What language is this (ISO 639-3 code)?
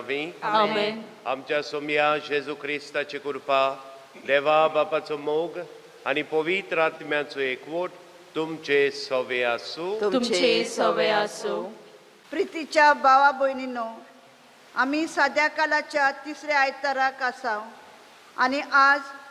kok